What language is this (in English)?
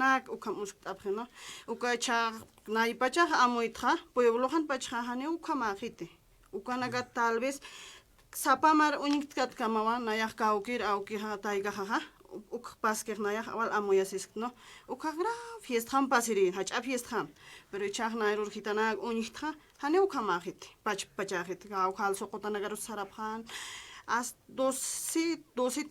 Aymara